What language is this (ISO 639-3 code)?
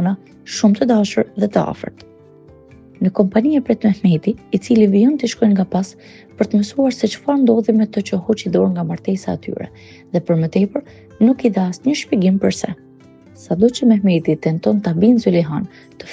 sqi